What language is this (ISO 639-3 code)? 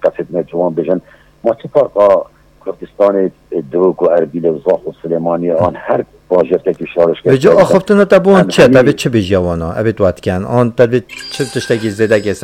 kur